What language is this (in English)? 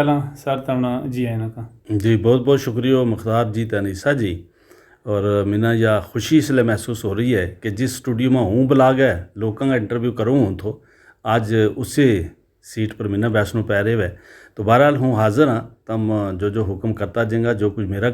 Gujari